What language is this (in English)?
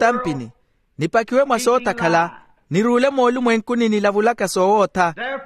Makhuwa